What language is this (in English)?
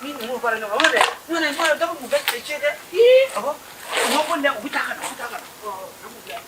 Bambara